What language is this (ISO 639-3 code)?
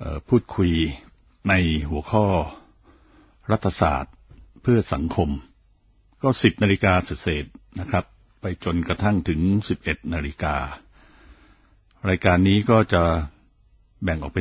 tha